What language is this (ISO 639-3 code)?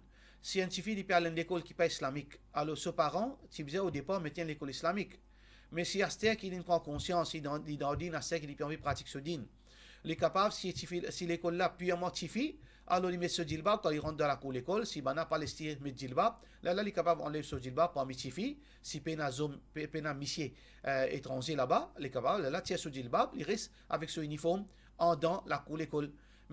mfe